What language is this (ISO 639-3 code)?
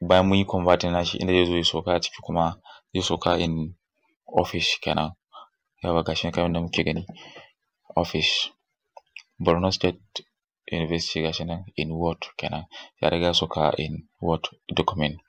hau